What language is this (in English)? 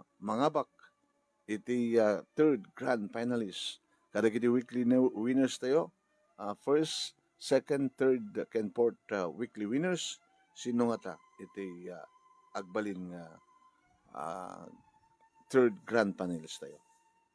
Iloko